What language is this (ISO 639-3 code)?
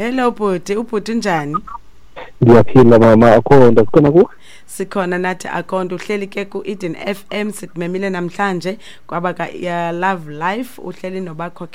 xho